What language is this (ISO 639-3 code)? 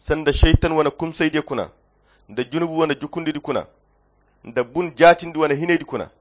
khq